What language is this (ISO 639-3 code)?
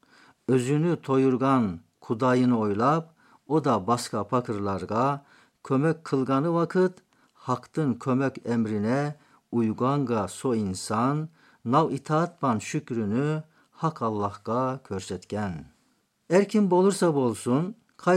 tat